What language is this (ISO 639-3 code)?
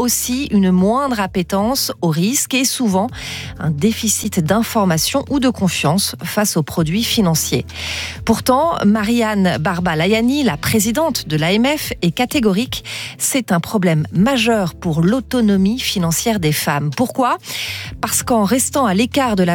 fra